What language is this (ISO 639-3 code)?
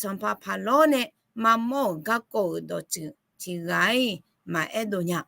ahk